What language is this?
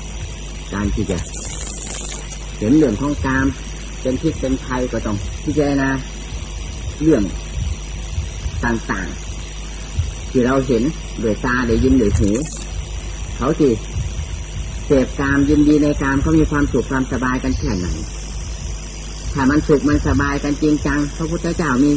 Thai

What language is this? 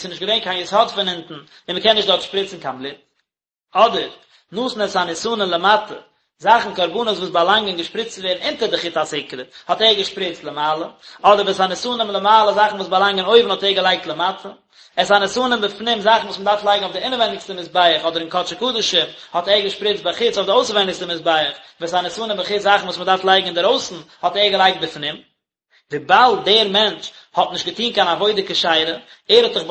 Yiddish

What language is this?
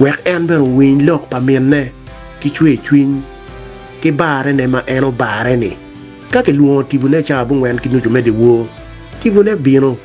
Acoli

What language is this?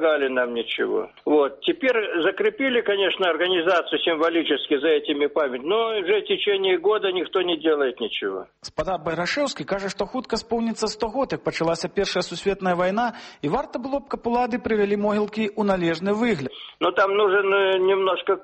Belarusian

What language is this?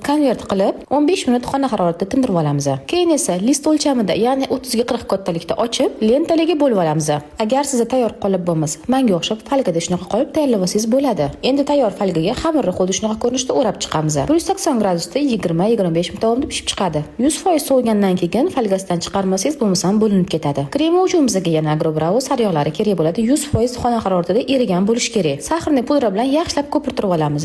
Uzbek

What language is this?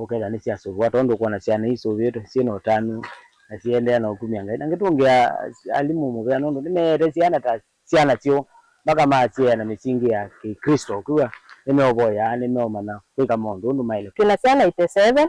Kamba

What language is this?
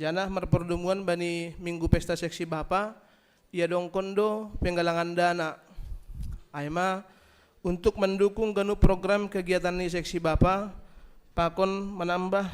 Batak Simalungun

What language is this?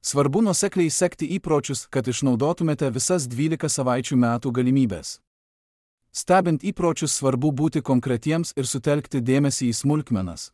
Lithuanian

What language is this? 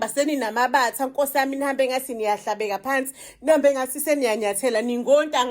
Zulu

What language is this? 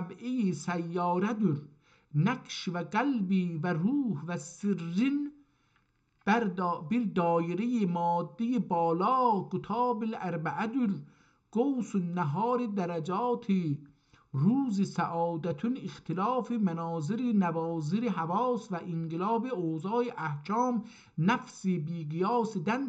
South Azerbaijani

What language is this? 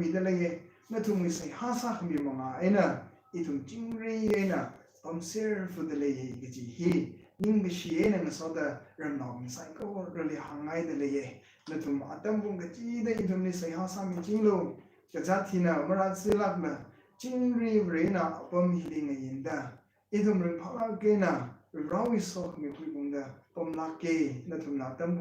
Tangkhul Naga (India)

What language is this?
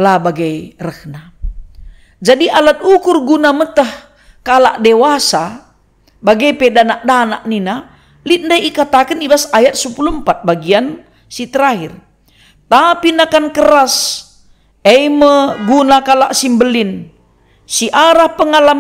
Batak Karo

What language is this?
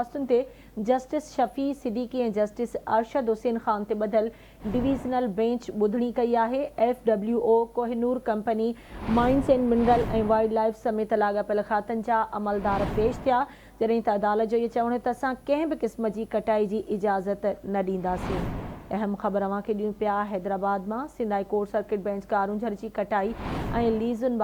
Sindhi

